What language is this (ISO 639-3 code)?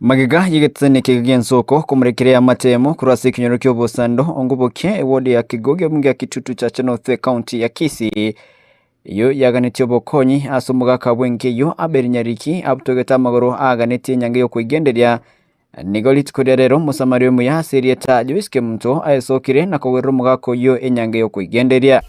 guz